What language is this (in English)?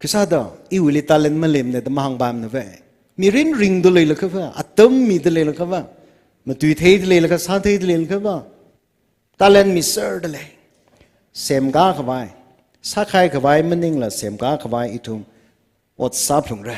Tangkhul Naga (India)